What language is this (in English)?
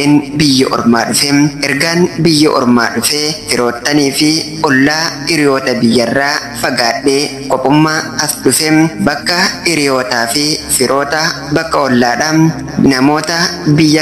Oromo